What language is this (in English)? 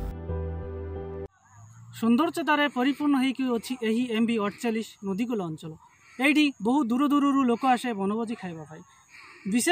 Odia